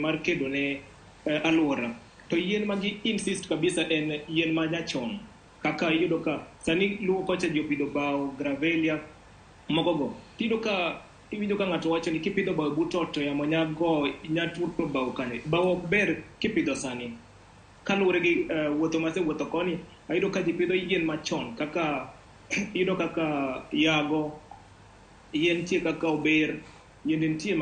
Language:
Luo (Kenya and Tanzania)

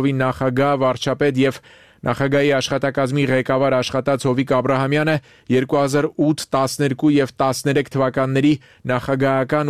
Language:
Armenian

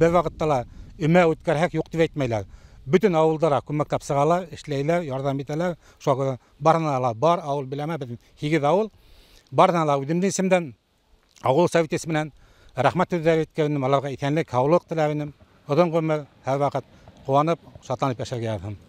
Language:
Bashkir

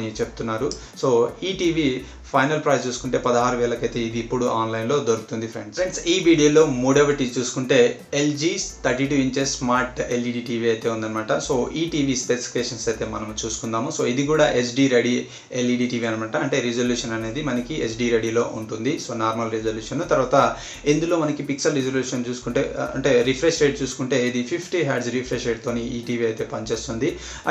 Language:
Telugu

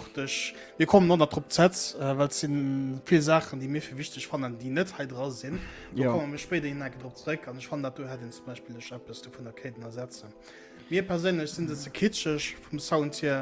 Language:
Luxembourgish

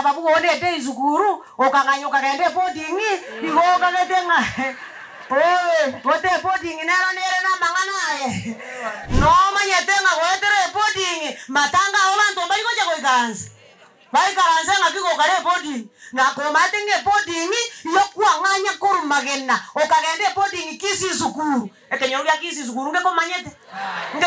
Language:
Gusii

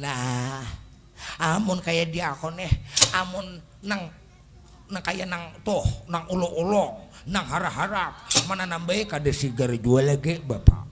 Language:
Banjar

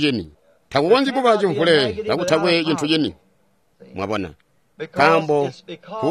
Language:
Tonga (Zambia)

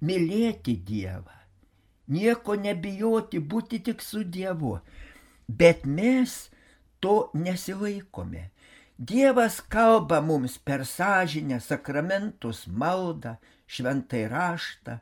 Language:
Lithuanian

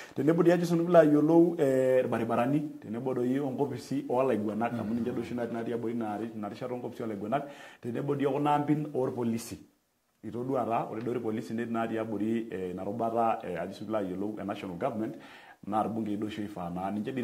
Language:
Masai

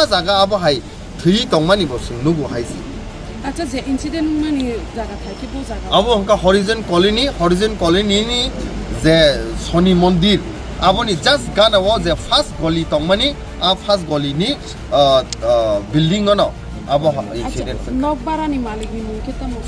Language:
Kok Borok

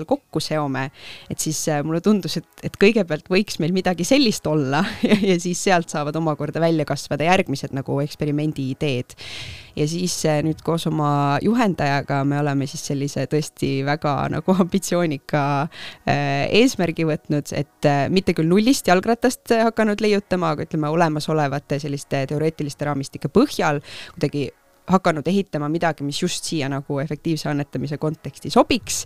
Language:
Estonian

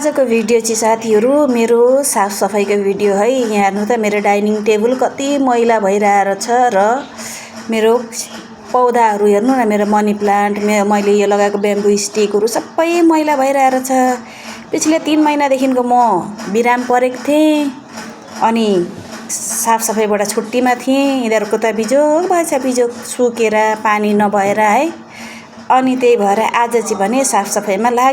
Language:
Nepali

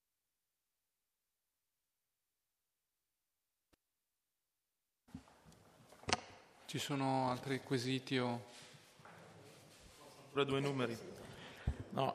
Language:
Italian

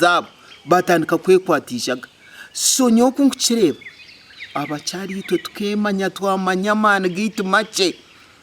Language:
Nyankole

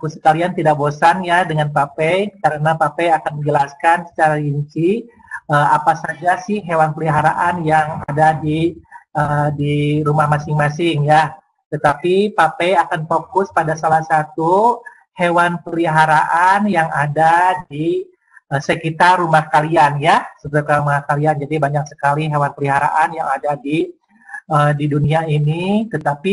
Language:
Indonesian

